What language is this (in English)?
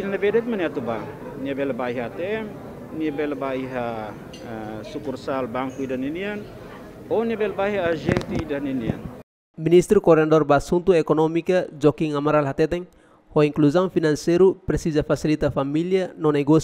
Tetum